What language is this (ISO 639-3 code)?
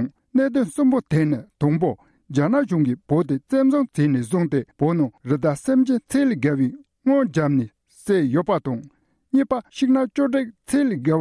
bod